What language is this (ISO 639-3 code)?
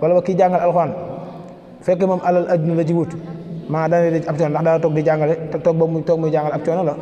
wol